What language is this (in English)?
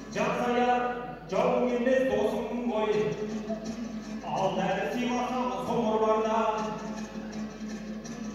Kazakh